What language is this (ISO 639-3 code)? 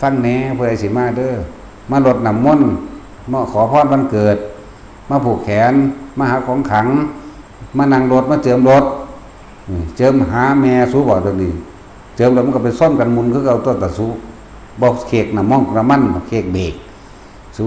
tts